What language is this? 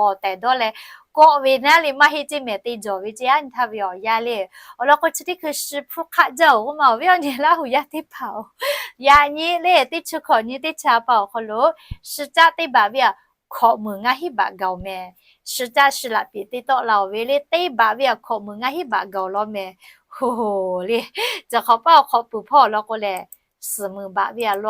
Lahu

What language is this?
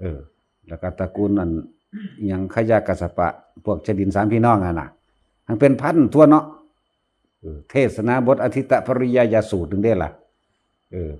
Northeastern Thai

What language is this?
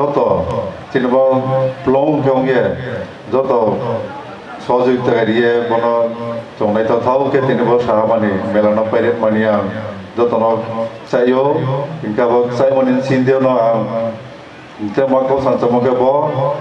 Riang (India)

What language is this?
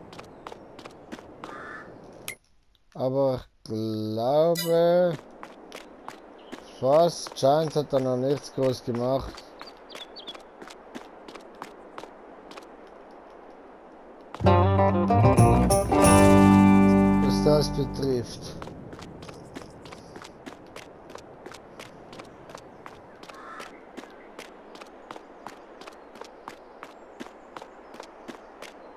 German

